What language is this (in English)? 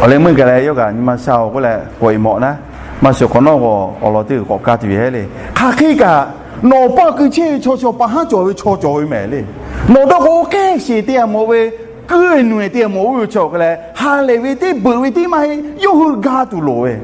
Lahu